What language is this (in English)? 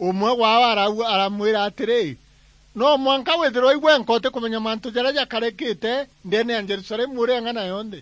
Meru